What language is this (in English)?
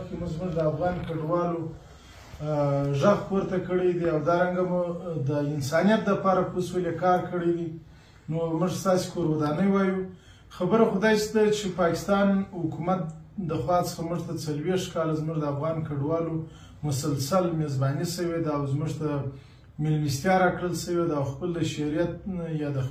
Pashto